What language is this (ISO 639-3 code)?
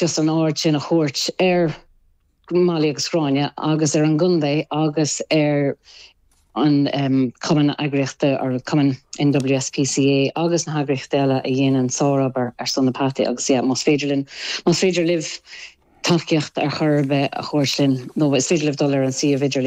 gle